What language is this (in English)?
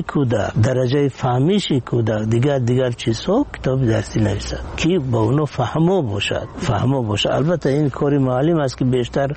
Persian